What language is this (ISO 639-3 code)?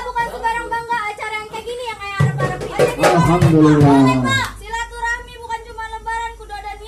bew